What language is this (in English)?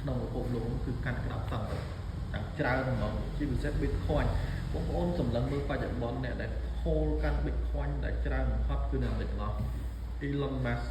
Khmer